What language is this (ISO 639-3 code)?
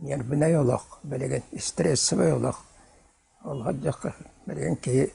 sah